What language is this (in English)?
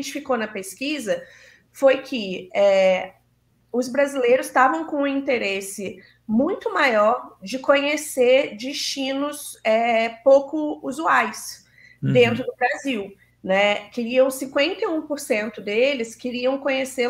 Portuguese